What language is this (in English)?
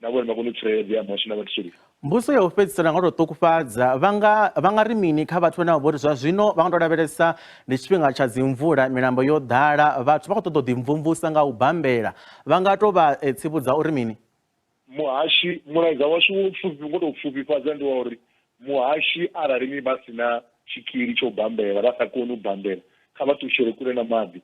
Venda